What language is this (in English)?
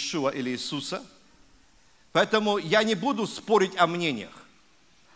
Russian